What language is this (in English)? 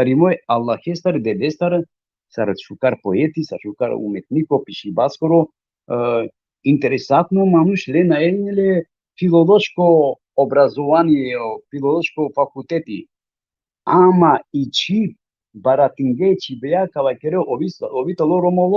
Balkan Romani